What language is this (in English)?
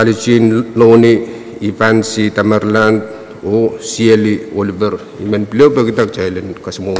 Pohnpeian